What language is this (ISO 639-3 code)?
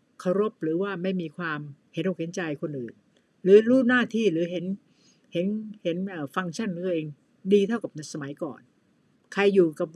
tha